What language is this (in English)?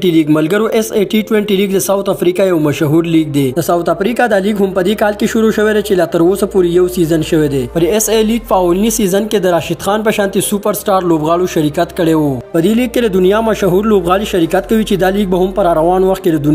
Pashto